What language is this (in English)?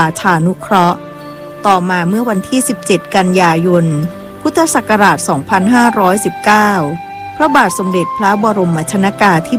Thai